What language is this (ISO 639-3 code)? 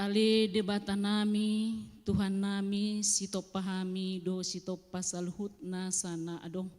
bbc